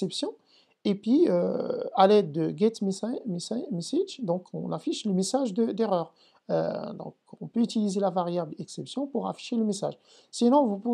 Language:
French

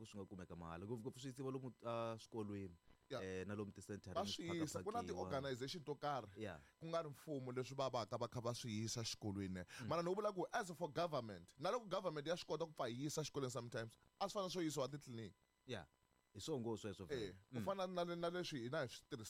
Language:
Tsonga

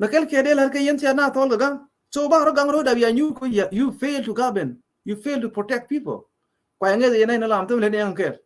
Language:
Nuer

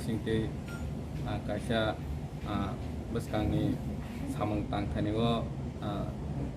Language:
Kok Borok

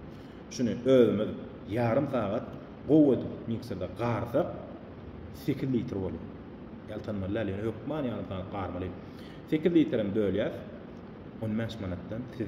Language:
Turkmen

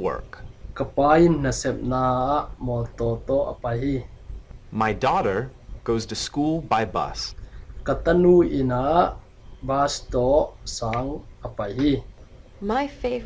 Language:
Tedim Chin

